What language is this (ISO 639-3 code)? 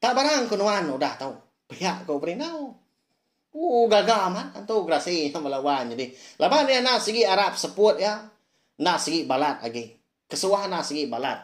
iba